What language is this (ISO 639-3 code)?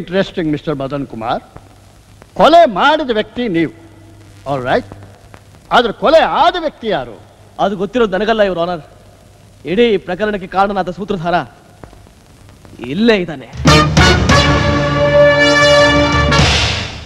kan